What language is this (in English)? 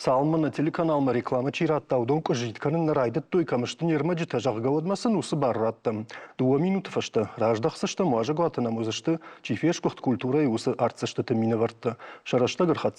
Ossetic